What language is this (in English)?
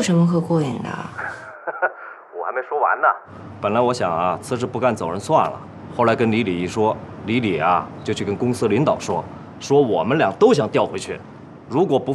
Chinese